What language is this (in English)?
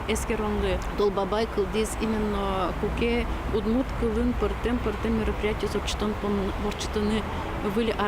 Udmurt